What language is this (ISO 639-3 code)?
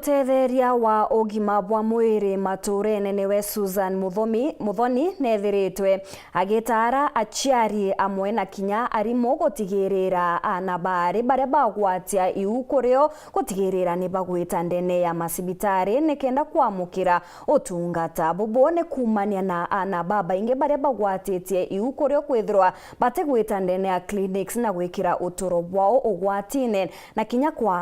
mer